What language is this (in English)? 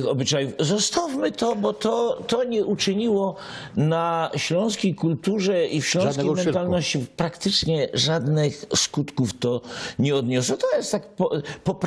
Silesian